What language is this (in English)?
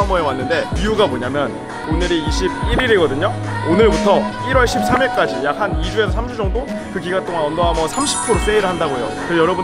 Korean